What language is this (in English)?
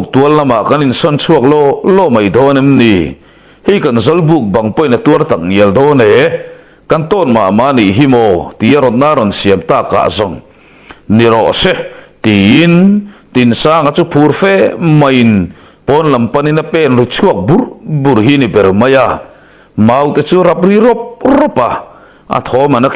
Mizo